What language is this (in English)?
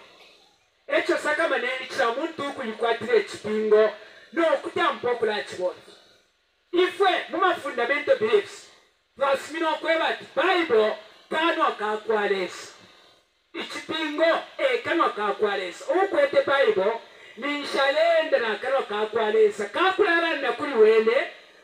Bemba